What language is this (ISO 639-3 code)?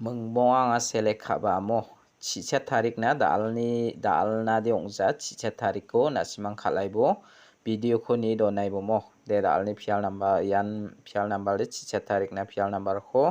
grt